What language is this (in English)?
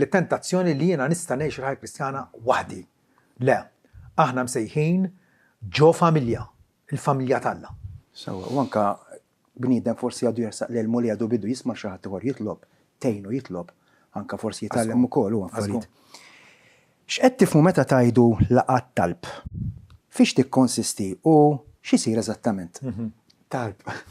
Maltese